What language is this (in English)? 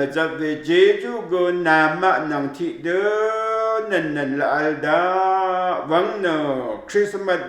Rawang